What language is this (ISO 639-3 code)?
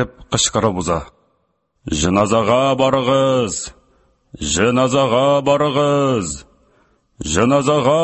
tat